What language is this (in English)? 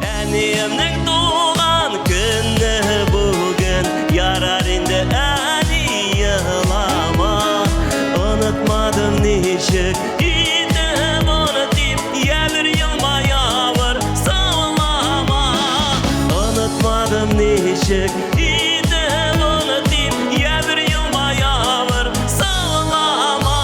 Tatar